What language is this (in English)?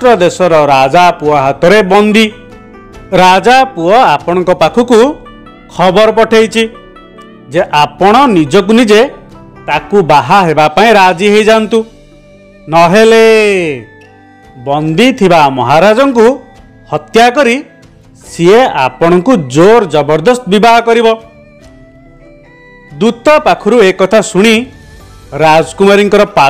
Odia